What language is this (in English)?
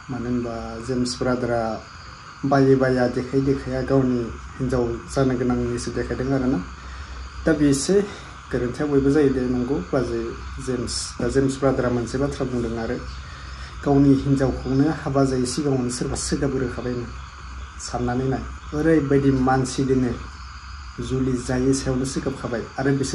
Bodo